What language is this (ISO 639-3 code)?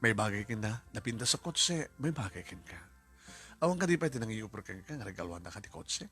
ilo